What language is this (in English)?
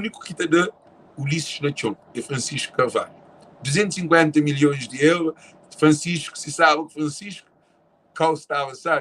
Kabuverdianu